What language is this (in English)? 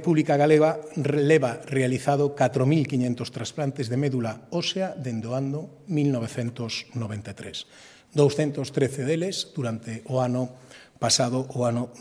Galician